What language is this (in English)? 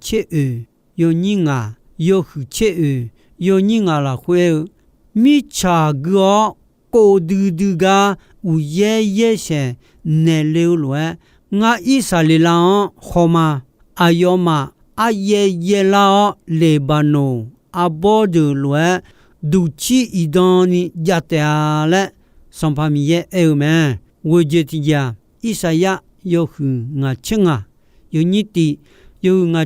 Akha